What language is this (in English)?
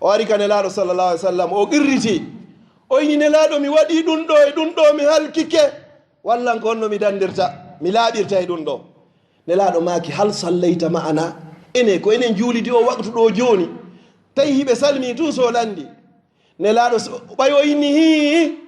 Fula